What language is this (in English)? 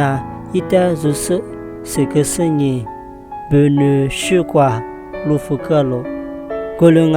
Lisu